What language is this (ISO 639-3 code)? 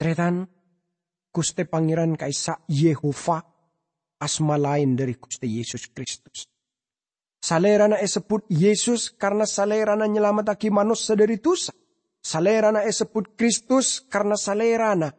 mad